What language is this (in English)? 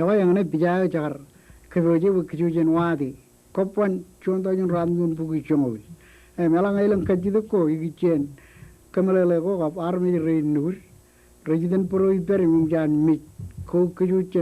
Marshallese